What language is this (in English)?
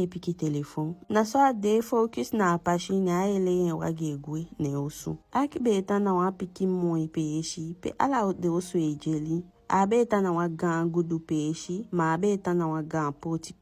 Eastern Maroon Creole